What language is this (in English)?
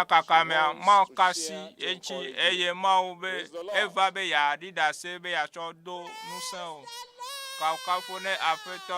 Ewe